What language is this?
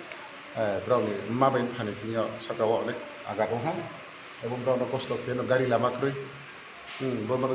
Riang (India)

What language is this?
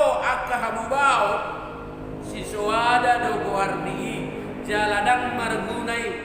Batak Toba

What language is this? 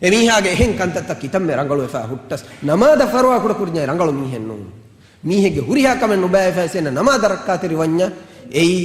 Divehi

